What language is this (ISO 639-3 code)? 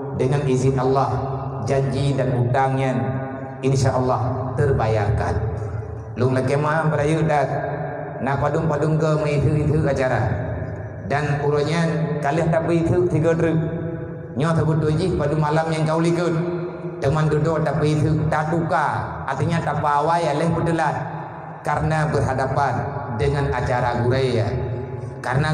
ace